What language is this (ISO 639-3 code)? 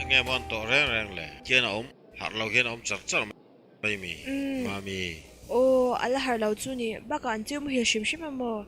lus